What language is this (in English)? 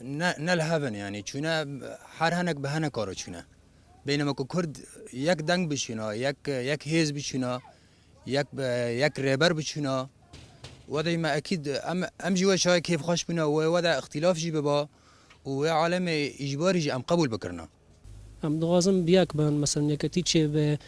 Kurdish